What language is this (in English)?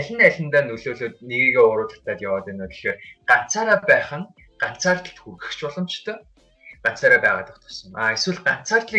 Mongolian